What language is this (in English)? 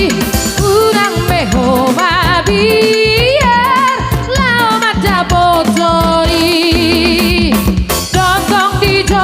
Batak Toba